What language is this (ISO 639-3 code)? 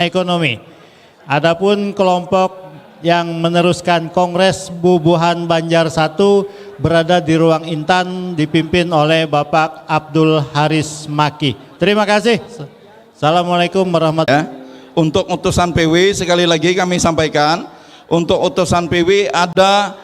bjn